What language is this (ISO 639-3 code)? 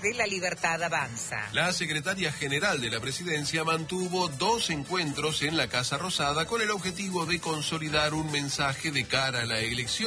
spa